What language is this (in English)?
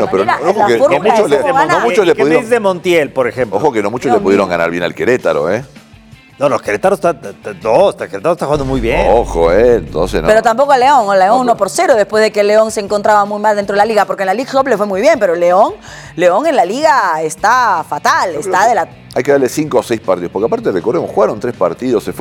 Spanish